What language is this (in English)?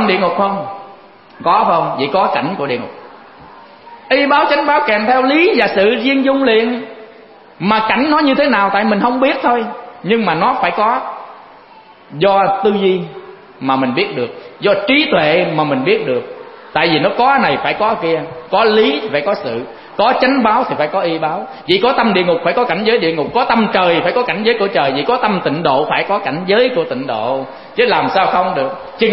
Vietnamese